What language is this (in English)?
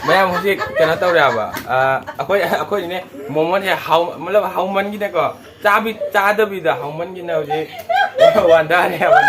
Manipuri